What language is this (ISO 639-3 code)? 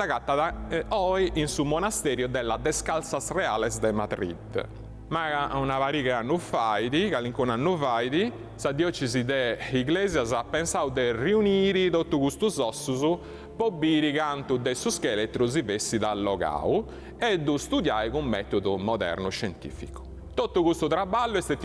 srd